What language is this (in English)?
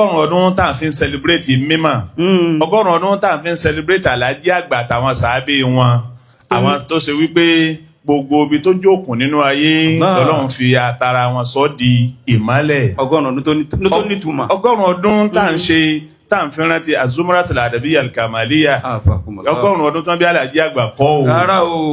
Yoruba